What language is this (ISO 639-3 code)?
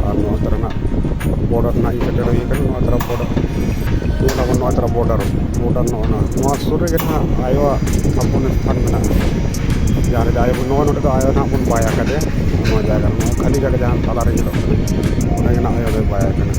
sat